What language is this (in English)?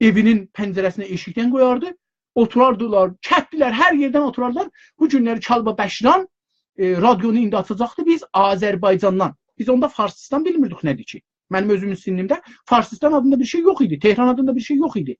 South Azerbaijani